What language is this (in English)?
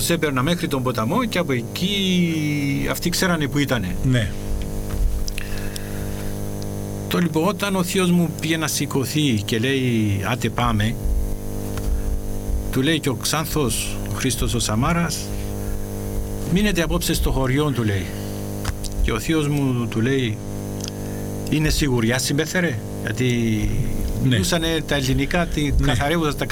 Greek